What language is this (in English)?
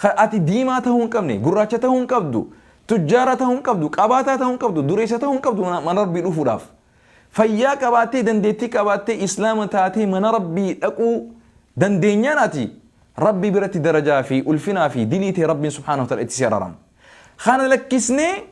Oromo